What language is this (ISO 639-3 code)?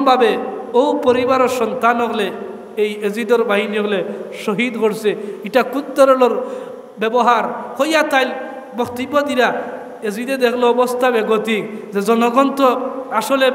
syl